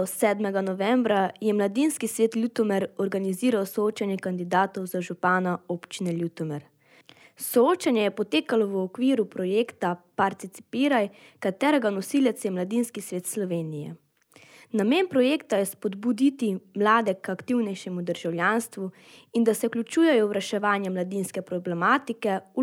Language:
Slovenian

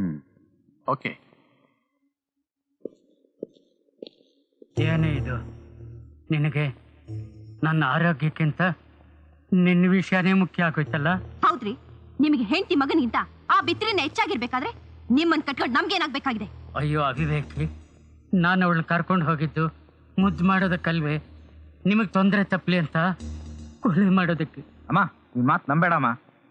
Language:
Kannada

